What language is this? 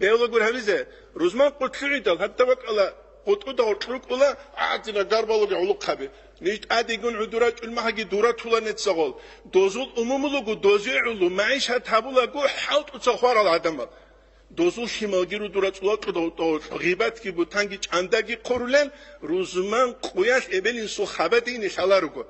Avaric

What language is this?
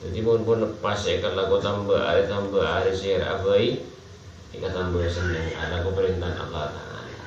Madurese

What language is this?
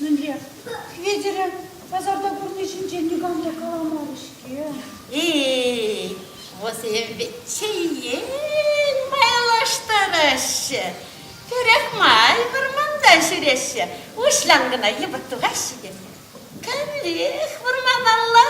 Chuvash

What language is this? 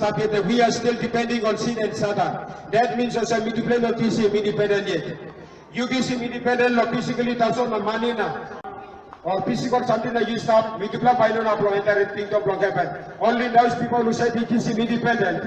Tok Pisin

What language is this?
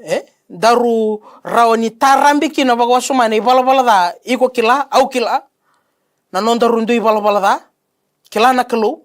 Fijian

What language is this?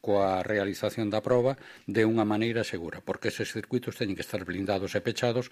Galician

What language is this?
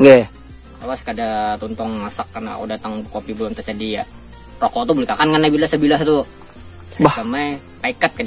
Banjar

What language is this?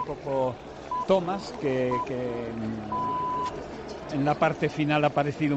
Spanish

